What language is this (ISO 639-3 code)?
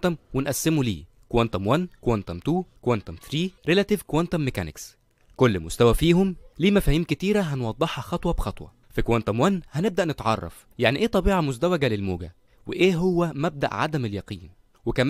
arz